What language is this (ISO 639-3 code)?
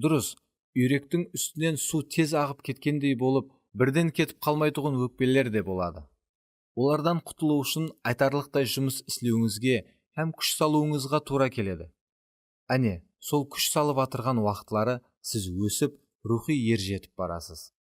kaa